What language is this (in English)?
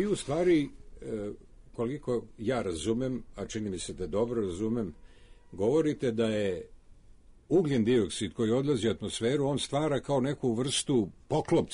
Serbian